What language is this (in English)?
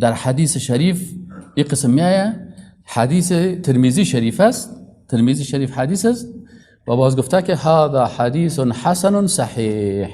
Persian